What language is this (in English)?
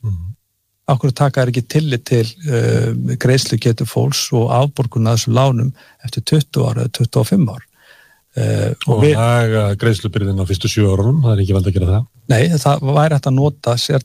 Icelandic